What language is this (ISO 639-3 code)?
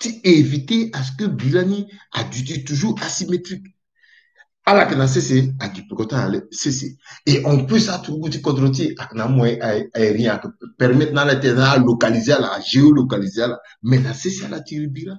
sag